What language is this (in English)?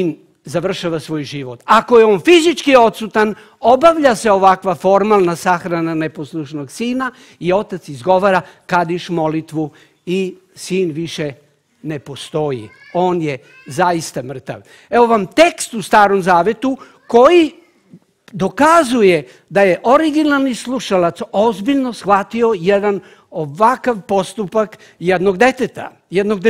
Serbian